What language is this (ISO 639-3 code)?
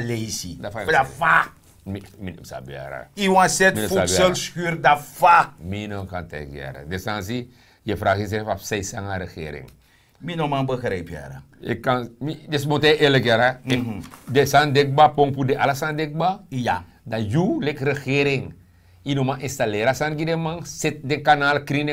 srn